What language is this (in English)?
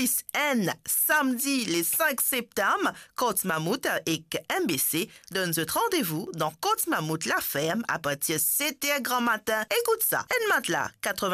Morisyen